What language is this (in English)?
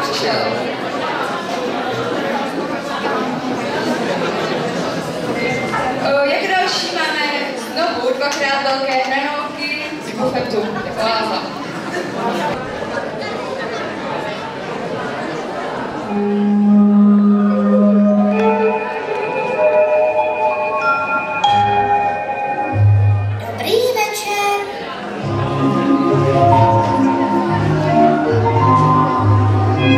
Czech